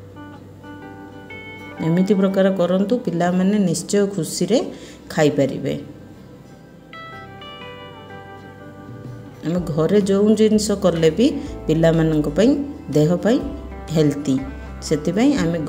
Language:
Odia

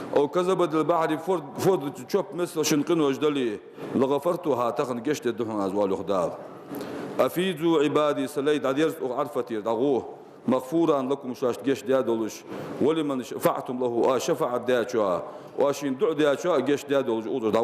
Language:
Ingush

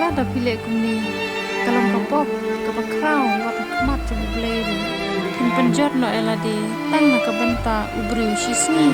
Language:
Khasi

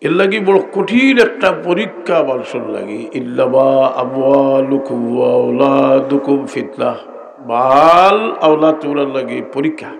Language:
Sylheti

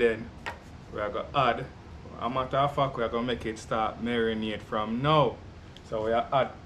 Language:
Jamaican Creole English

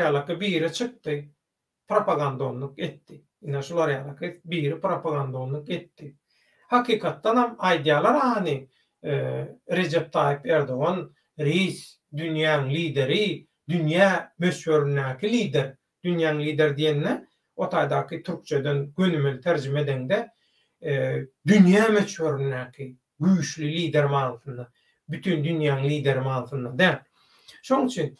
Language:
Turkmen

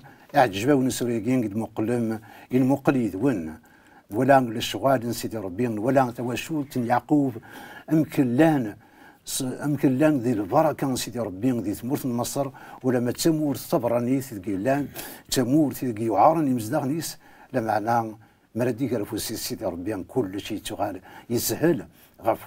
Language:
Kabyle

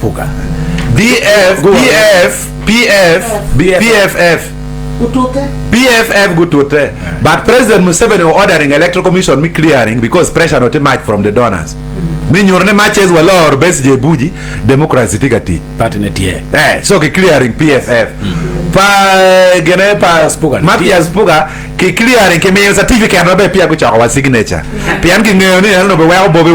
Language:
Acoli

